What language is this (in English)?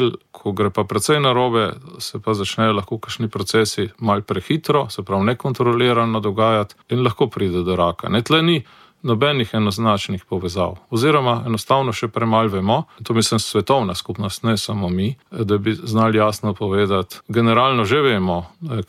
Slovenian